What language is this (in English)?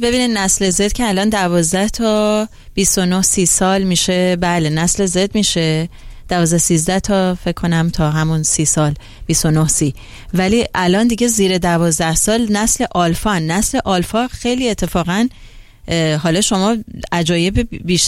Persian